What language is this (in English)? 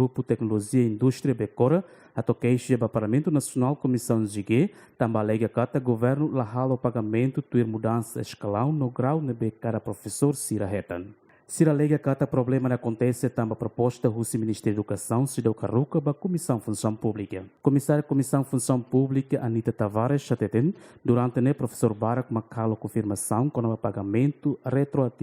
Tetum